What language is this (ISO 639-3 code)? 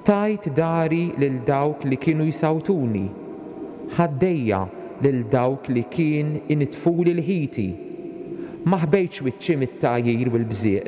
mlt